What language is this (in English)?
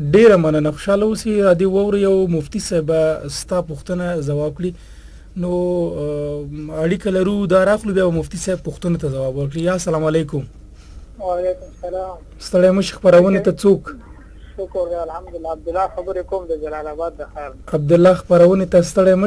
Pashto